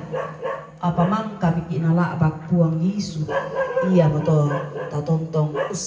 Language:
Toraja-Sa'dan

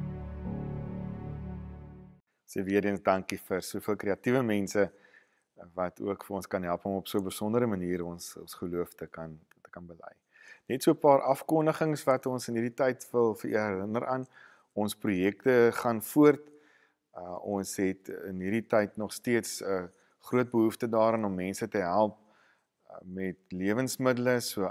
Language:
Afrikaans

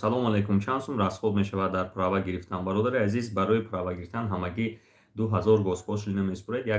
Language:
Tajik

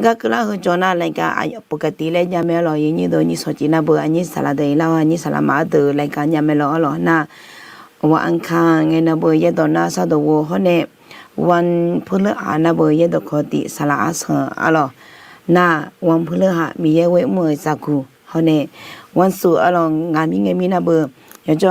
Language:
Akha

